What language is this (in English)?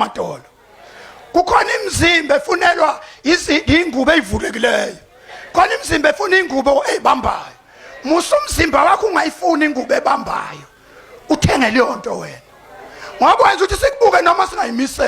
Zulu